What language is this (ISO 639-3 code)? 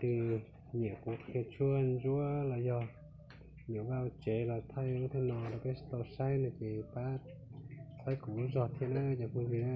hmn